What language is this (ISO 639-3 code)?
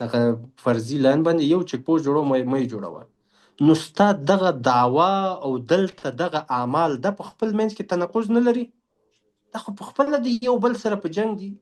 pus